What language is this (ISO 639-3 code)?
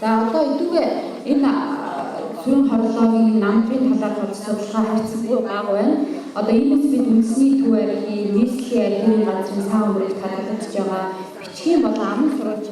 mon